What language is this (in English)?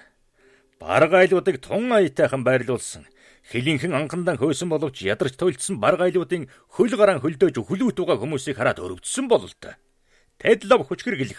Mongolian